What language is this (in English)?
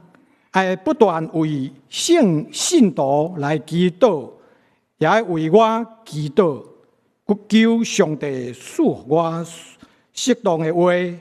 Min Nan Chinese